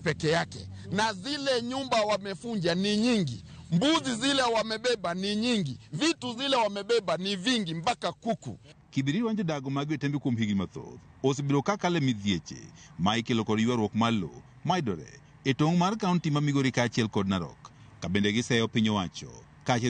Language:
Luo (Kenya and Tanzania)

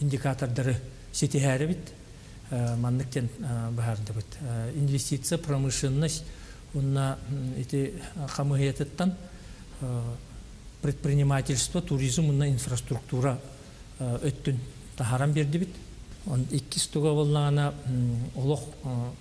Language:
Yakut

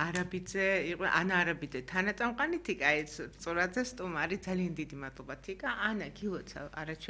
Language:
Georgian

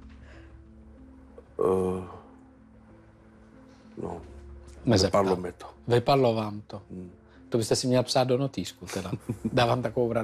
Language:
Czech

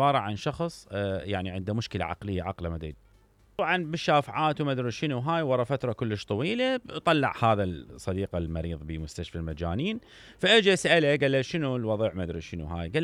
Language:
Mesopotamian Arabic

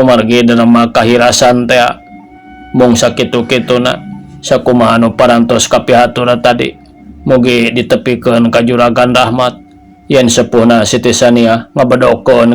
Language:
Sundanese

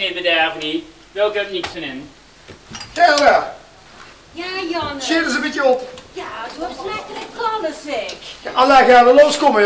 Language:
Limburgish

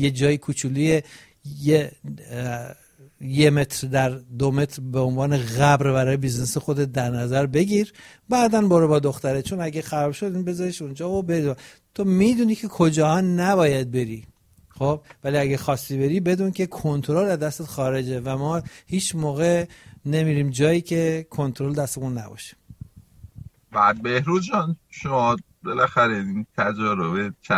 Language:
Persian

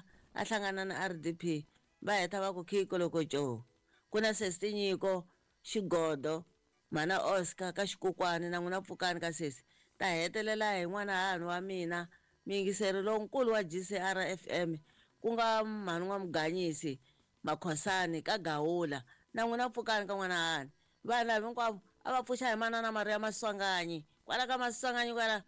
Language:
Tsonga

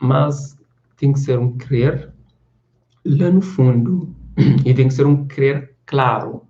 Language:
Kabuverdianu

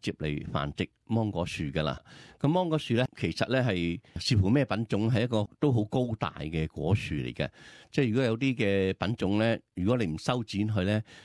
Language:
Cantonese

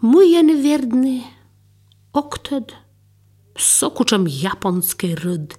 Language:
Albanian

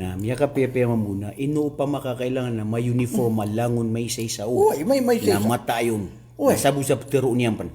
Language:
Maranao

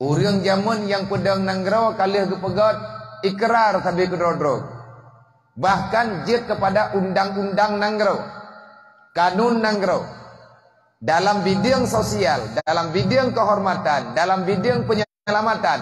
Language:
Achinese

